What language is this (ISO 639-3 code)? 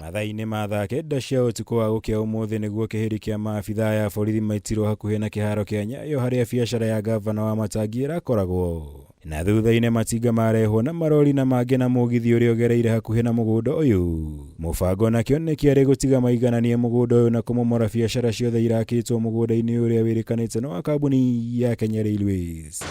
kik